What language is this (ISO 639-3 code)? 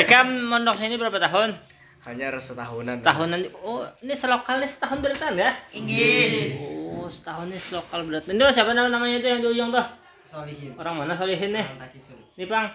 bjn